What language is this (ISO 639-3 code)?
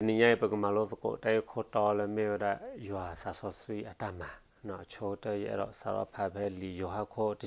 ksw